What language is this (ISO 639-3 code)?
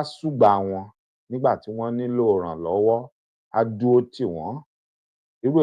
yor